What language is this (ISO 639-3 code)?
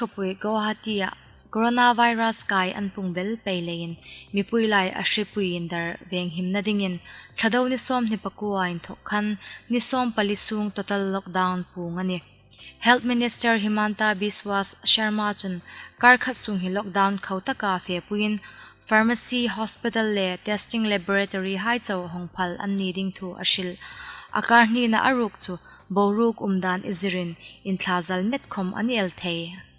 hmr